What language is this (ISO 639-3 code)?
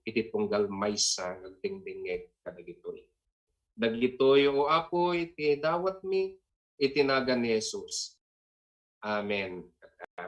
ilo